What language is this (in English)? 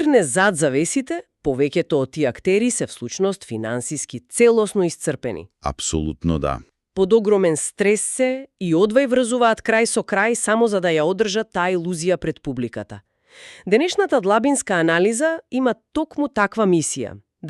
Macedonian